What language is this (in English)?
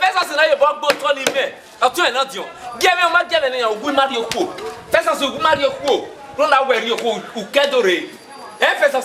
Bini